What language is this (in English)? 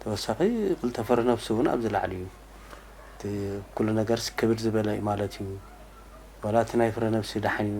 Tigrinya